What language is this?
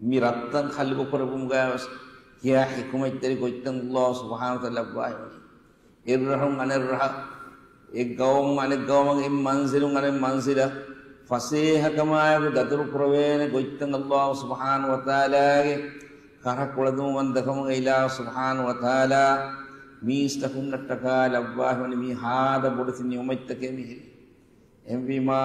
Divehi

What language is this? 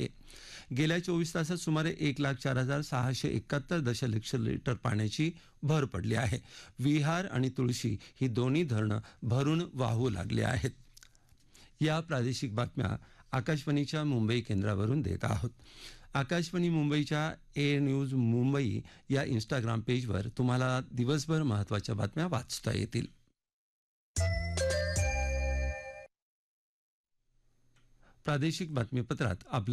Marathi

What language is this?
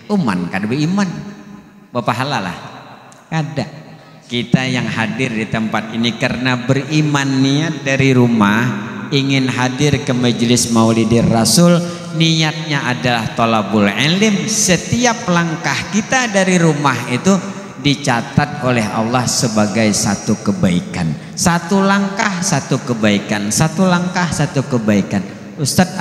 Banjar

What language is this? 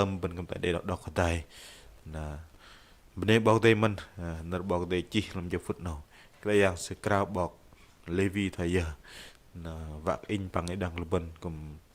Bahnar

